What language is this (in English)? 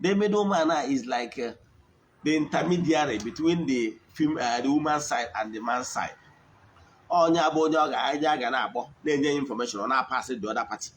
Igbo